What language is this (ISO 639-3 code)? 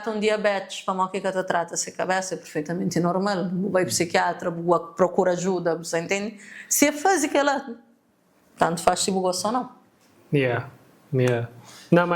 kea